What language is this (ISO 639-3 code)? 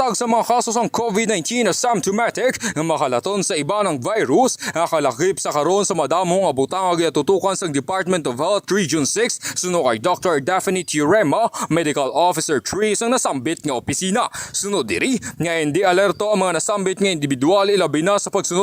hil